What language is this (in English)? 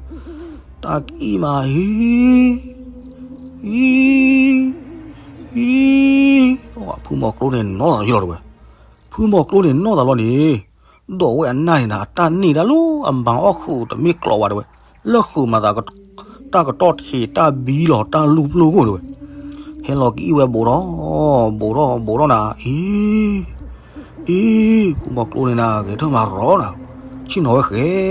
S'gaw Karen